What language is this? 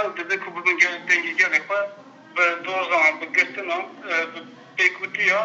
Kurdish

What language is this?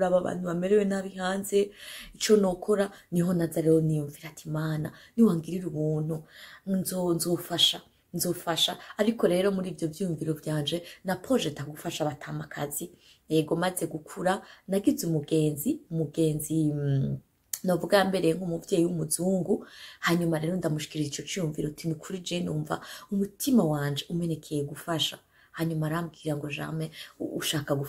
Rundi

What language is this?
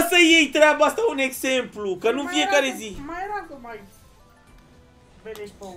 Romanian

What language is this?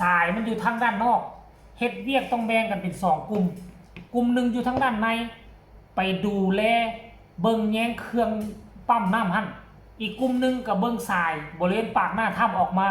Northeastern Thai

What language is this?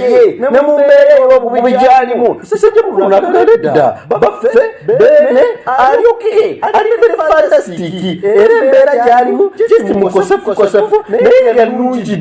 Ganda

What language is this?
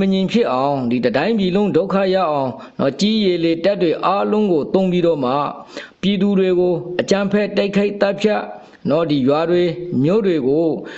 Burmese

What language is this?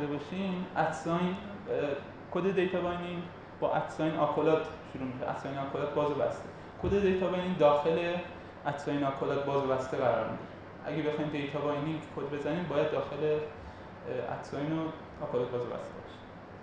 Persian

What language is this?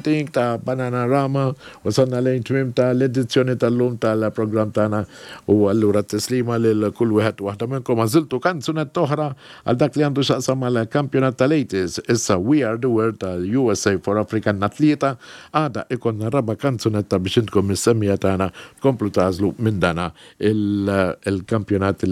Maltese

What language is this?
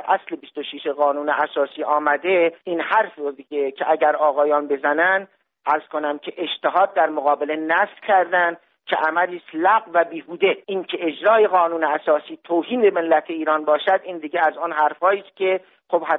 Persian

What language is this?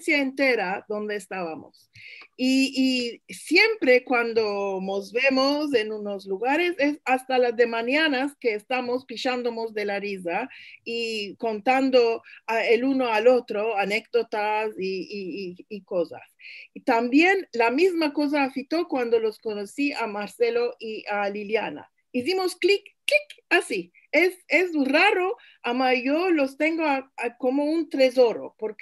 Ladino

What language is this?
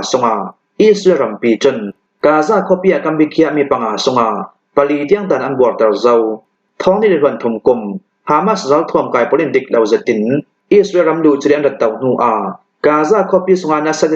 Hakha Chin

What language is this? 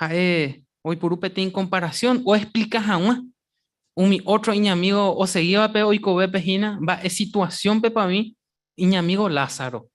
Guarani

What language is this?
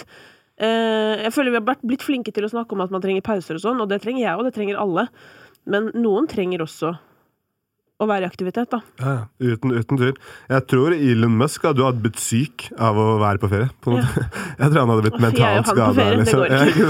Norwegian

